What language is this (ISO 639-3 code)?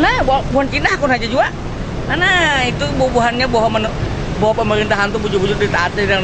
bjn